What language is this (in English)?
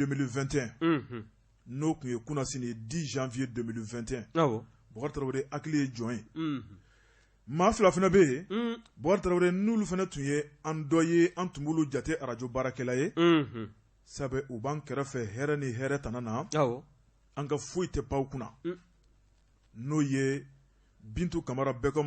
Bambara